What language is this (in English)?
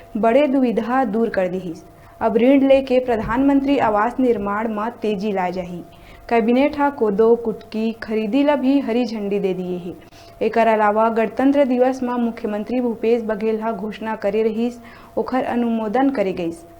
Chhattisgarhi